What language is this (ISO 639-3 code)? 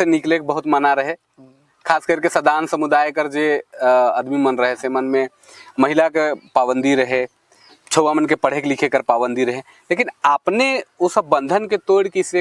sck